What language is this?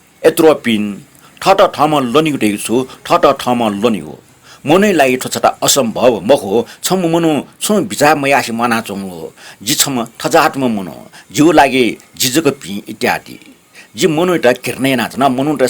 Newari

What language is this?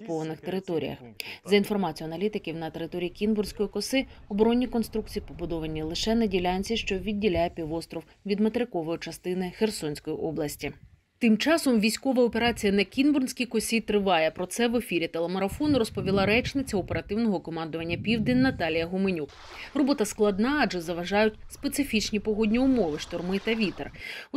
Ukrainian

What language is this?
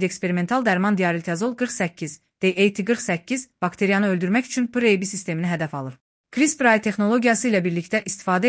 Azerbaijani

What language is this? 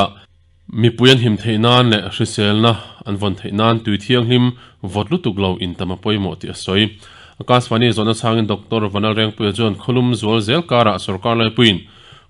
Mizo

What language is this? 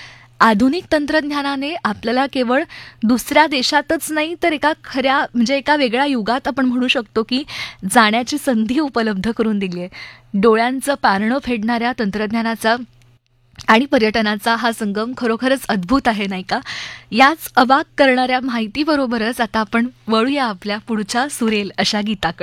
Marathi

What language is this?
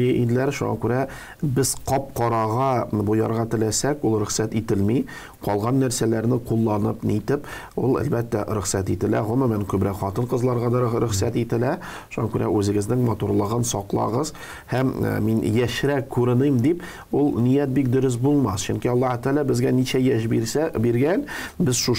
Tatar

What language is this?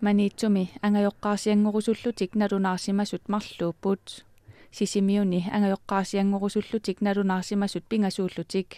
Kalaallisut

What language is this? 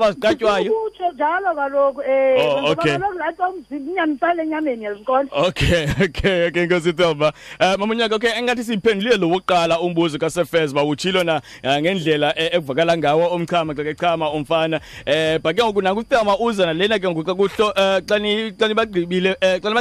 Xhosa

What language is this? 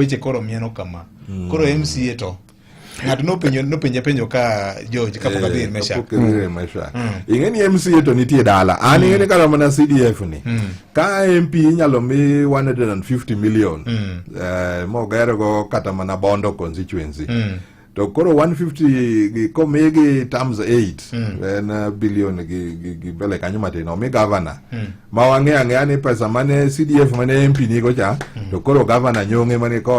Luo (Kenya and Tanzania)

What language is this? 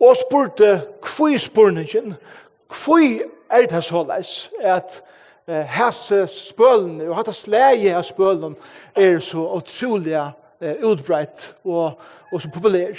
Faroese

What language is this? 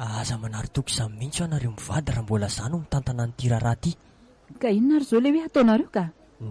Malagasy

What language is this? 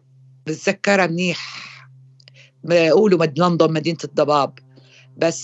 North Levantine Arabic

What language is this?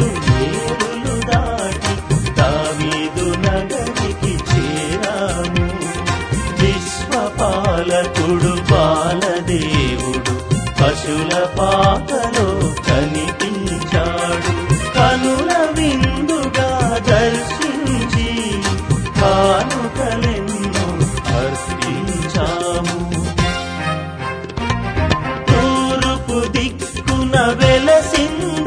Telugu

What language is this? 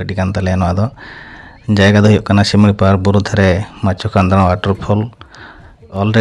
Santali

